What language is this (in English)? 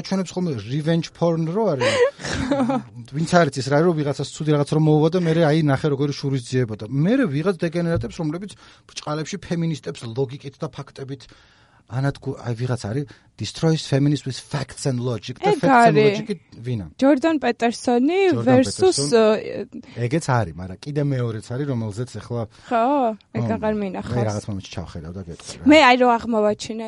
Georgian